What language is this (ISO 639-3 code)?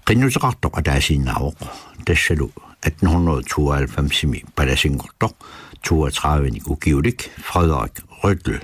kal